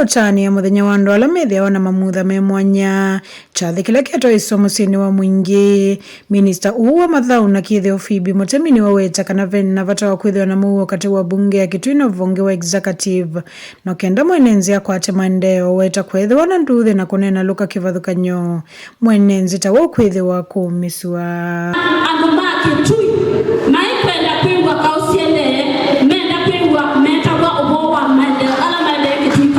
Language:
Kamba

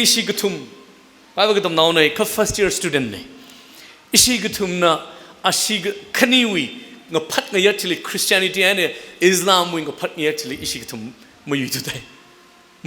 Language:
Tangkhul Naga (India)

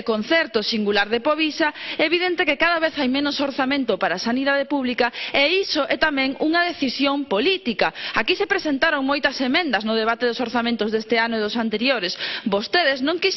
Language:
Galician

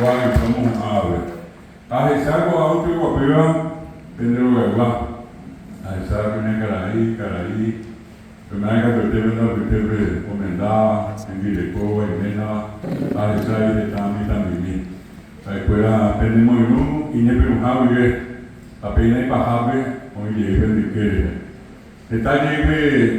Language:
Guarani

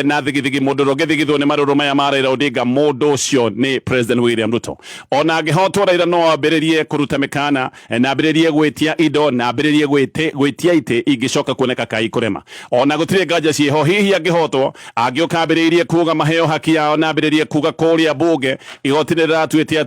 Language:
Kikuyu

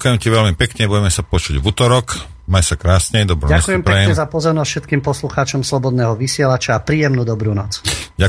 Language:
Slovak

